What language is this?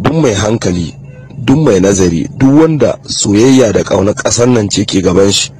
Hausa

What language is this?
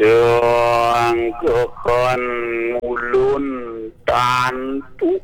Balinese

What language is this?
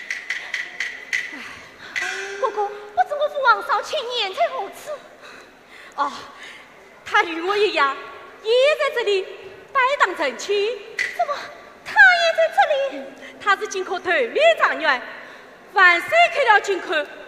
Chinese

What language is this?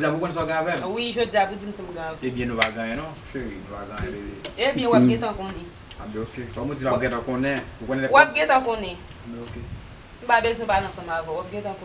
Haitian Creole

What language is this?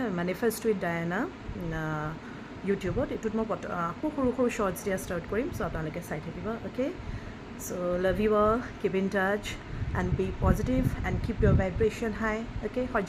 Assamese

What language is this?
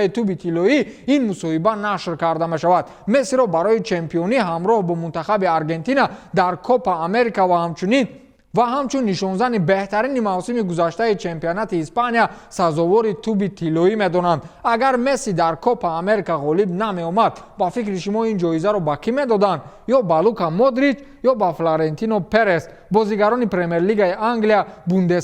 Tajik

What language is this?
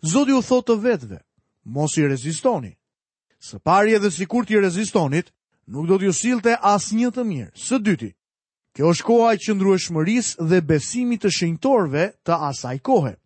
Albanian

